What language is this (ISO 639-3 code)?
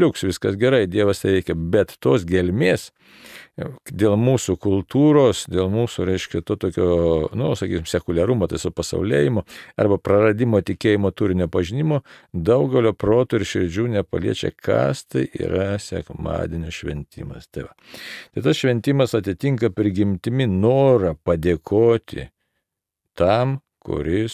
lit